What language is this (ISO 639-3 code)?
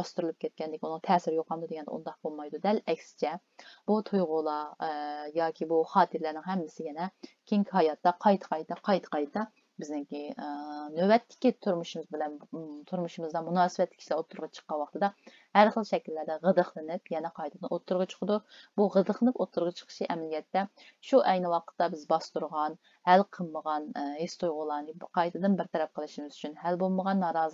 uig